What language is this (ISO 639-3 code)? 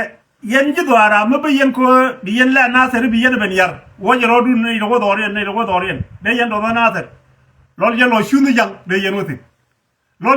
nus